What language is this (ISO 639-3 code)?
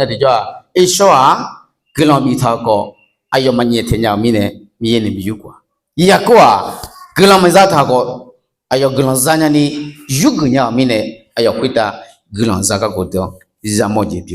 ahk